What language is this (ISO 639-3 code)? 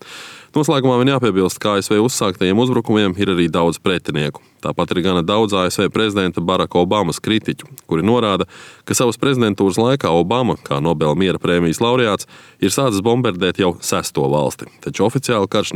lav